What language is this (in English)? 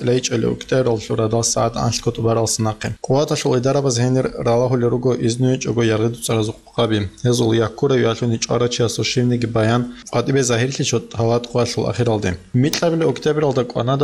Avaric